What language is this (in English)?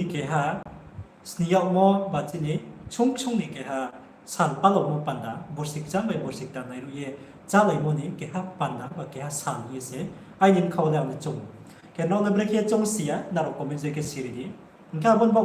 Riang (India)